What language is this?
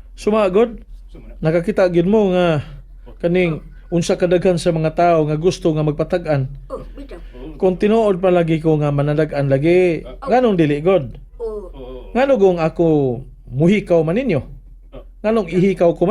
Cebuano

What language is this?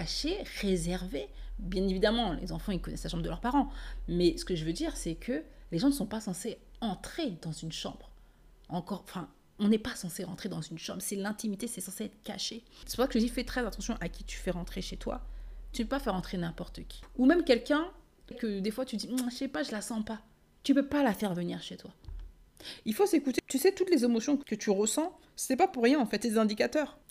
French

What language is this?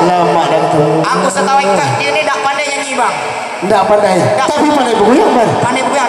Malay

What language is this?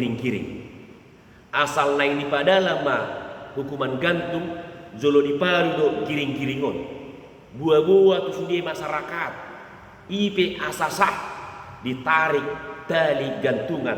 Batak Toba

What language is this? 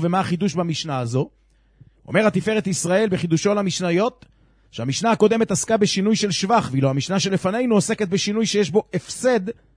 Hebrew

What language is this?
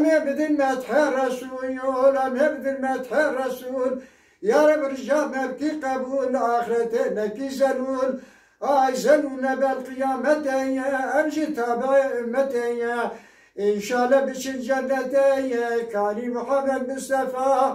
Kurdish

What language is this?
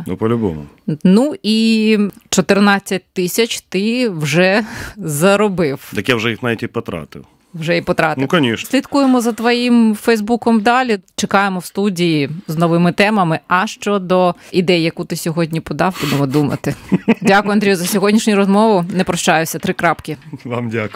Ukrainian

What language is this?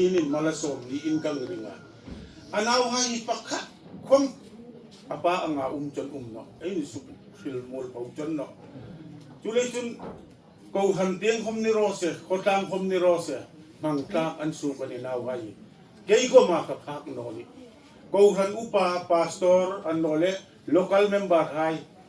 Hmar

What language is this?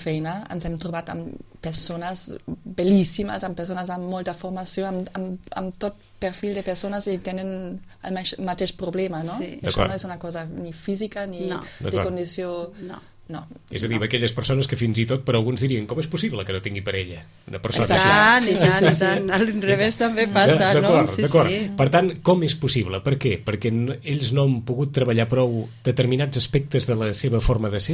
Catalan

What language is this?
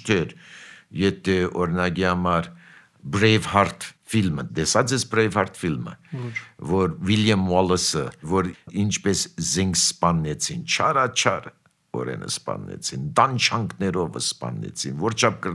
Armenian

